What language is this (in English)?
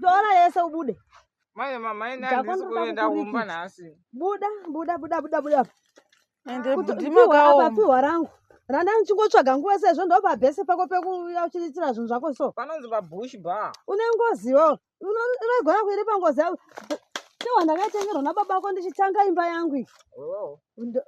Shona